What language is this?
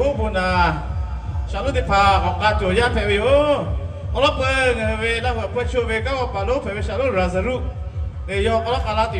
Lahu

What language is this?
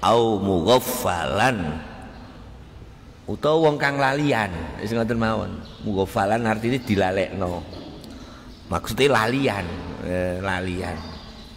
Javanese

